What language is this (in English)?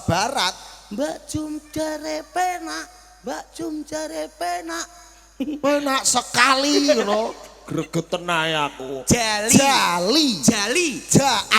Javanese